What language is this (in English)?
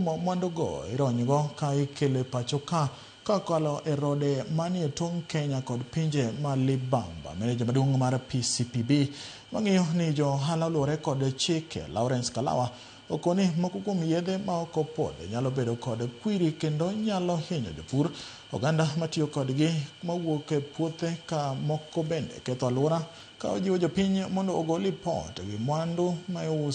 Luo (Kenya and Tanzania)